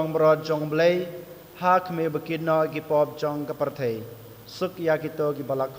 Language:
Khasi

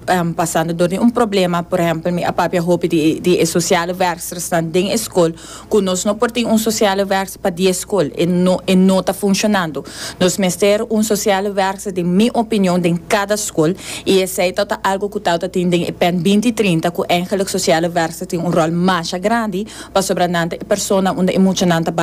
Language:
Papiamento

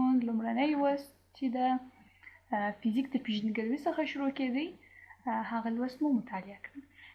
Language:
Pashto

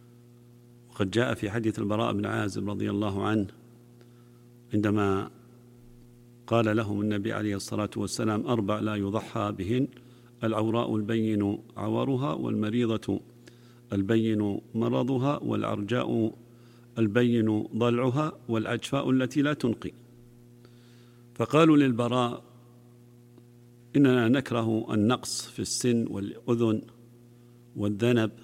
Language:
Arabic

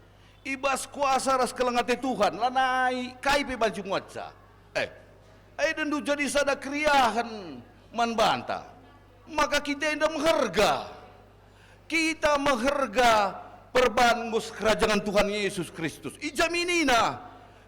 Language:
Batak Karo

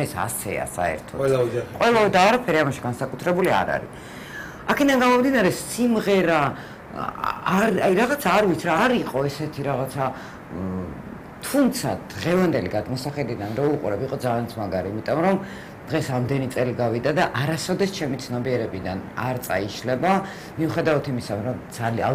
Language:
Georgian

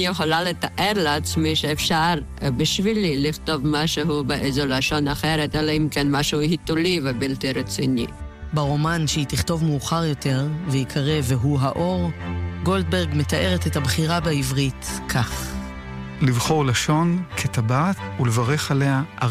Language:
Hebrew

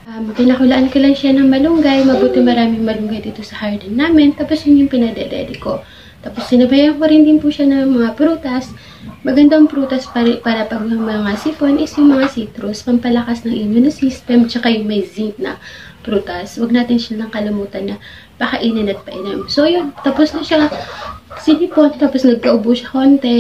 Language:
Filipino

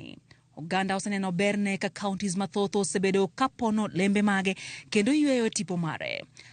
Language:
Luo (Kenya and Tanzania)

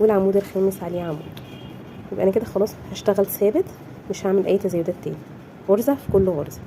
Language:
Egyptian Arabic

